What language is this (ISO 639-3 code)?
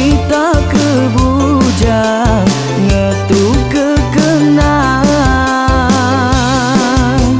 iba